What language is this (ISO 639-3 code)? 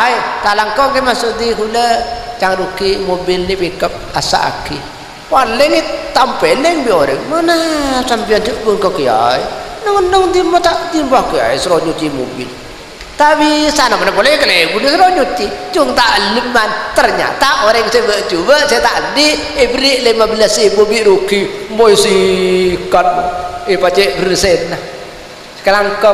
mad